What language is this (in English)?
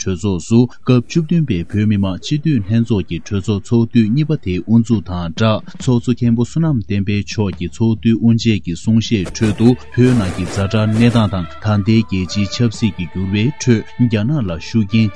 Tibetan